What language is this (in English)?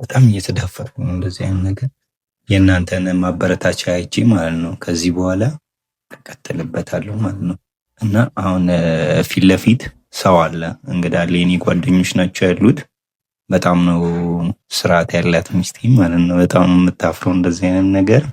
Amharic